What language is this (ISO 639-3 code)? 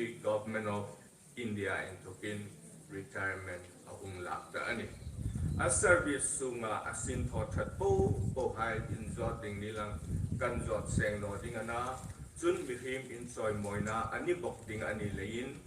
hmr